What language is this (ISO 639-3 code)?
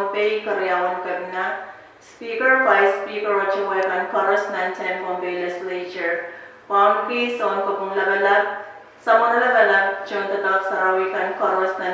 pon